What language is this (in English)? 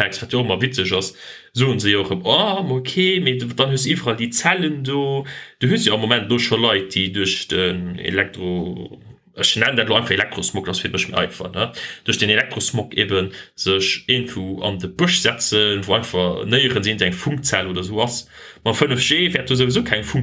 Luxembourgish